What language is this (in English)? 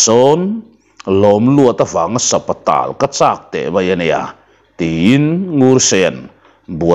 Mizo